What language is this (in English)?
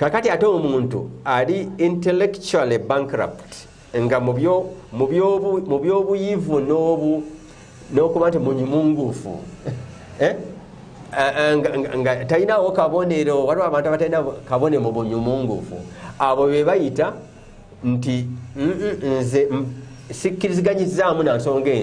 Ganda